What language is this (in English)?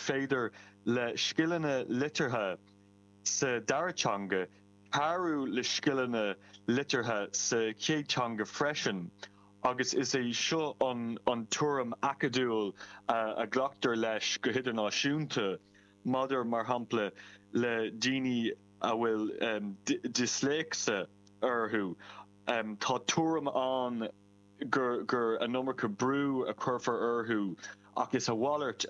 Irish